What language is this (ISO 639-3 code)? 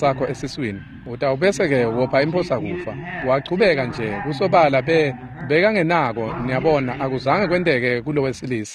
ssw